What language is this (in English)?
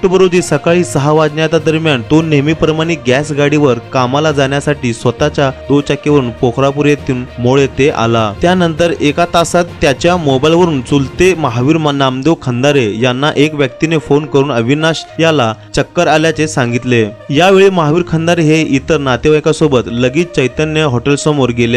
Marathi